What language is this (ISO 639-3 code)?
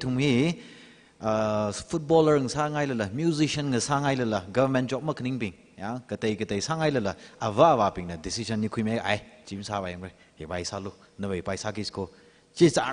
nmf